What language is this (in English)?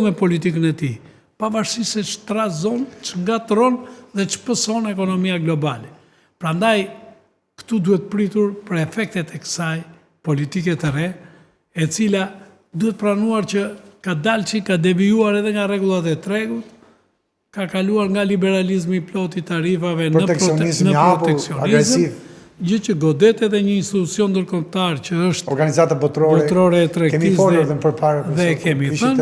Albanian